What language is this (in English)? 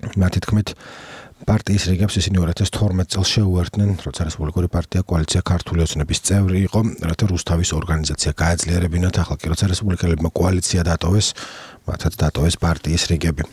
Georgian